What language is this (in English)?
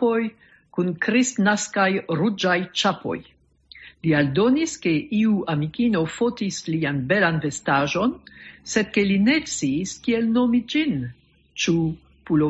Esperanto